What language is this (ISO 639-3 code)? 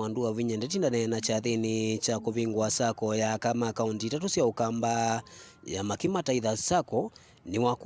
kam